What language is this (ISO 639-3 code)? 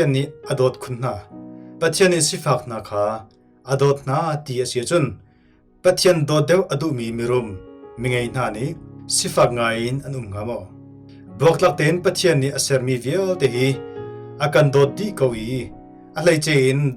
cnh